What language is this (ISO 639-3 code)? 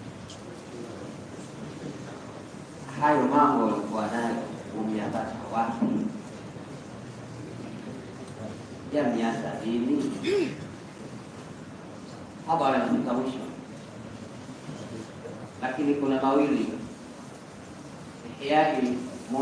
swa